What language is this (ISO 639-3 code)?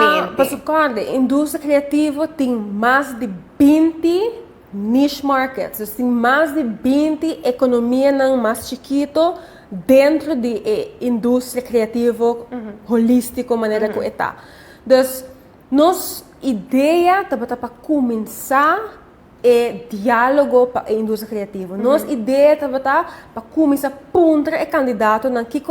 pap